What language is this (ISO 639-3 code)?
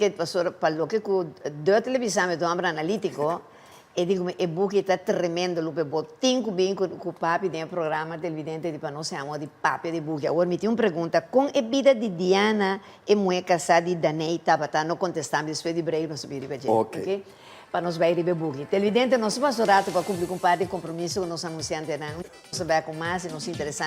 pap